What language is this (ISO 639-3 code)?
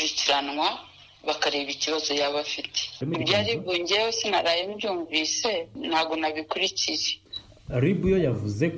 kin